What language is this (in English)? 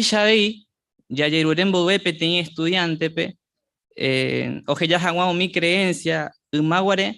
Guarani